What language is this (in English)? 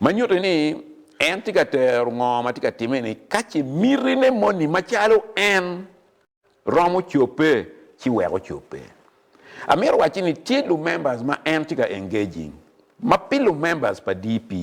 Acoli